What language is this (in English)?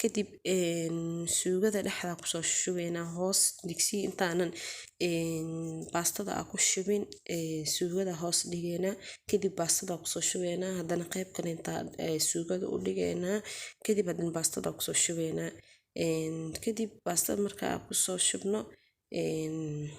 Somali